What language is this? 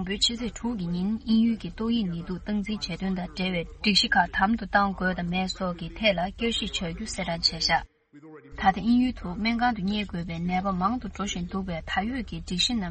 Tibetan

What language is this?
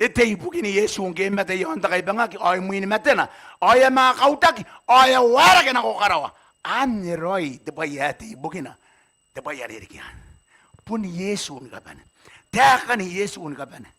Gilbertese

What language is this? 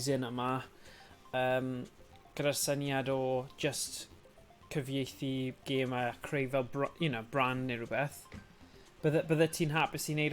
Welsh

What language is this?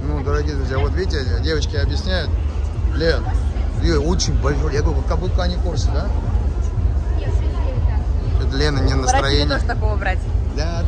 Russian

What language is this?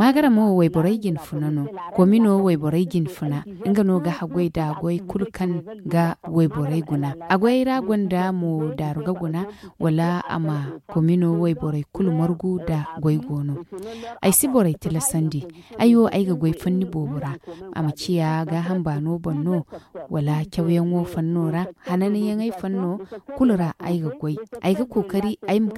Zarma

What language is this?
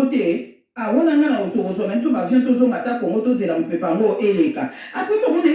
Lingala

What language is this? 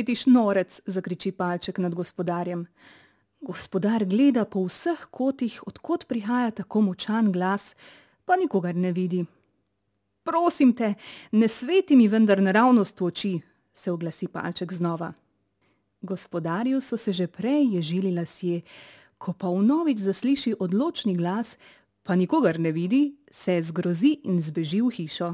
Slovenian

